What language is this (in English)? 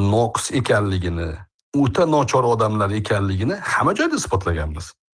Uzbek